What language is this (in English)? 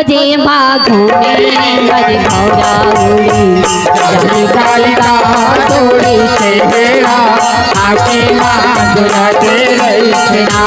Chhattisgarhi